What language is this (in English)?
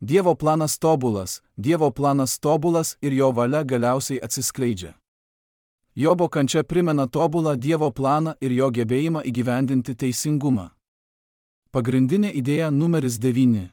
Lithuanian